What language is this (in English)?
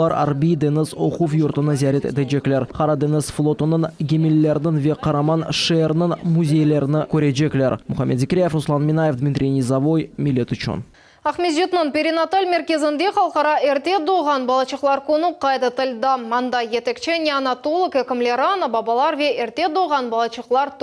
Crimean Tatar